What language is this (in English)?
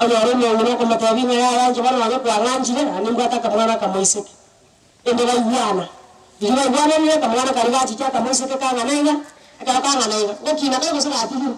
Gusii